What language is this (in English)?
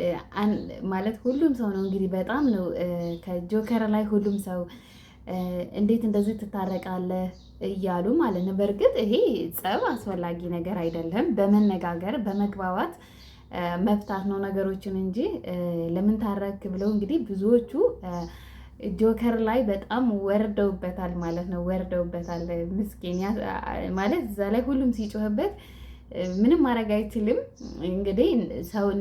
Amharic